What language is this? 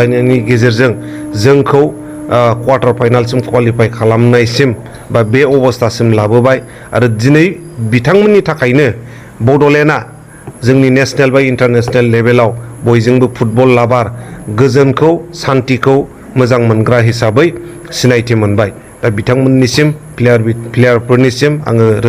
Bodo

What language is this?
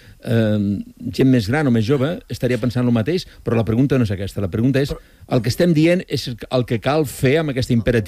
Catalan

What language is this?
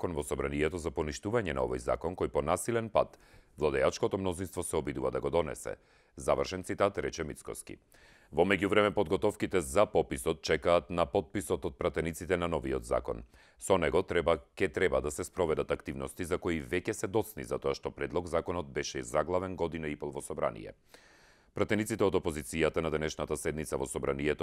Macedonian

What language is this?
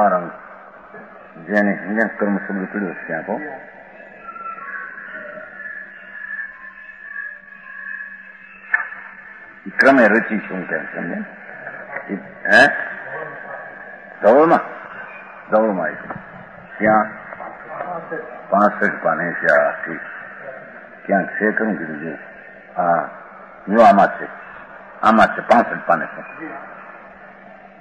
Gujarati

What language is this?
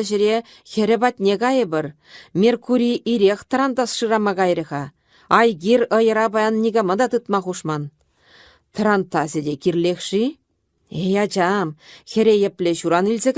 Chuvash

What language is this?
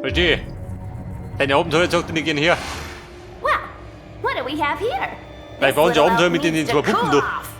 Bavarian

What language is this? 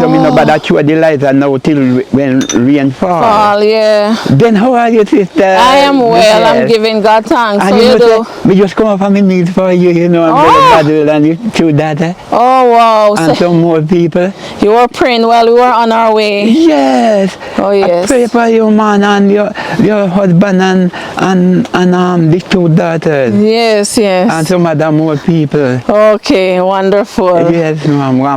Jamaican Creole English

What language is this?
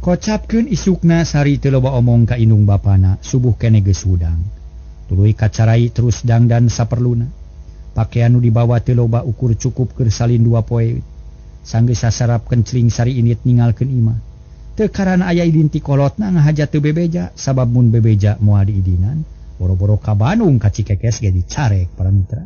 Sundanese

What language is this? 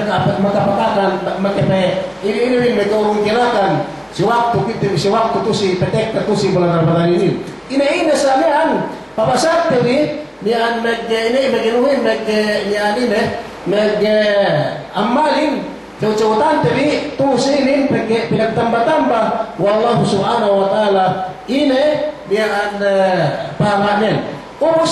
Yakan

